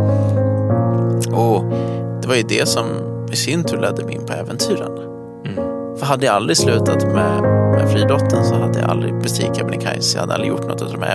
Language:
Swedish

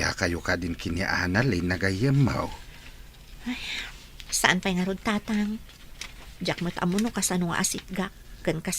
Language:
Iloko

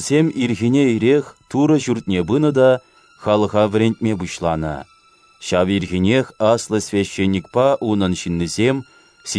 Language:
Chuvash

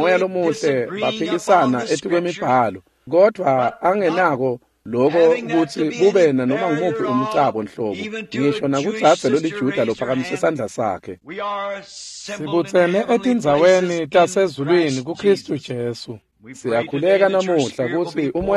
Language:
Swati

